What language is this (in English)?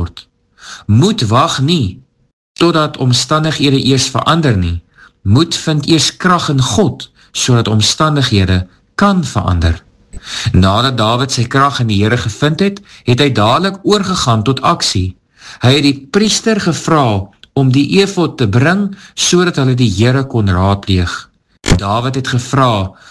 Afrikaans